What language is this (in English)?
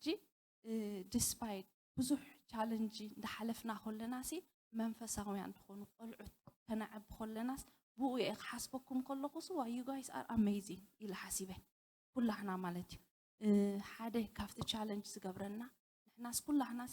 Tigrinya